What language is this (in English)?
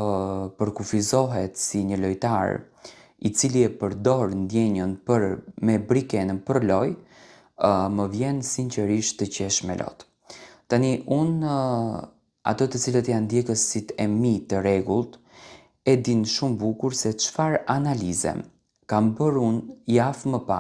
Albanian